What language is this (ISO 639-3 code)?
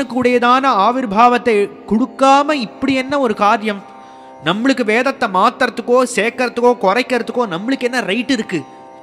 tam